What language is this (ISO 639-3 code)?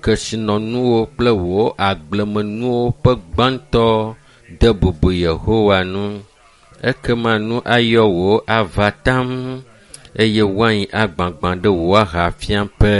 ewe